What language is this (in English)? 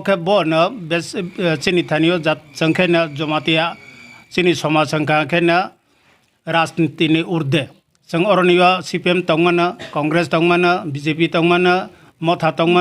Kok Borok